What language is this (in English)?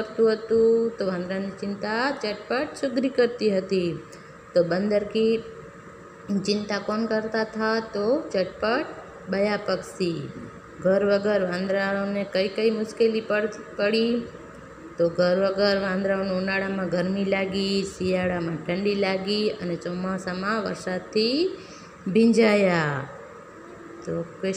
Gujarati